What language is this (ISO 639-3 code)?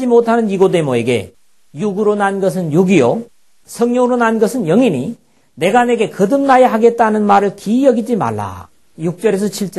kor